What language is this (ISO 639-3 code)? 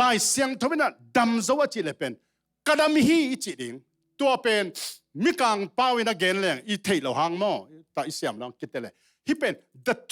ctd